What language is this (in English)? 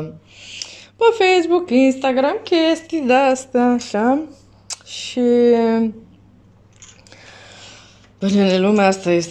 Romanian